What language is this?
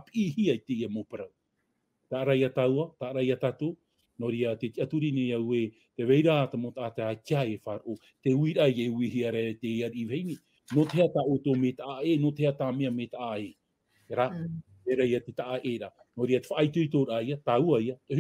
Tahitian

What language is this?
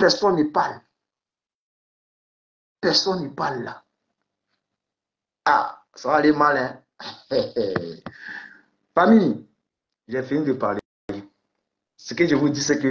French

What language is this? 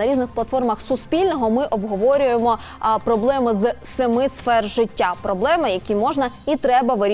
Ukrainian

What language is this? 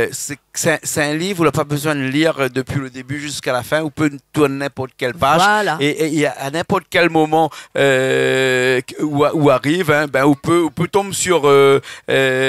Réunion Creole French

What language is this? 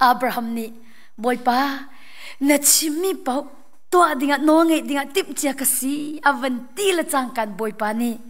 Hakha Chin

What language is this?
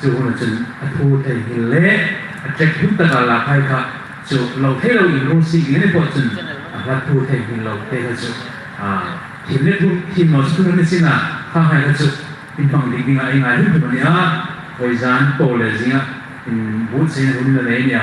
Hmar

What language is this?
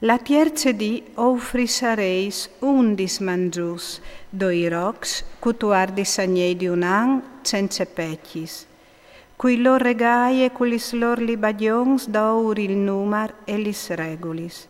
Friulian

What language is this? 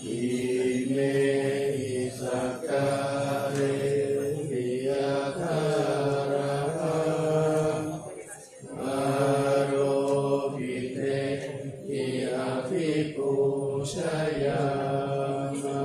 Pali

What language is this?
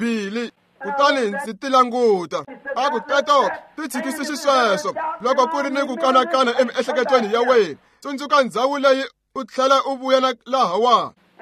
Tsonga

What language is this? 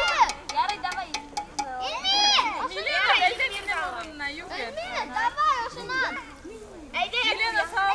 Bashkir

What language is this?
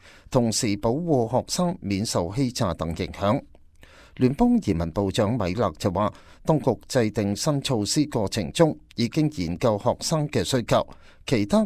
Cantonese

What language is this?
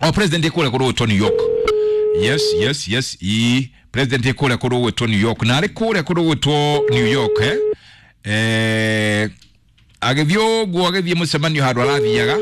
Kikuyu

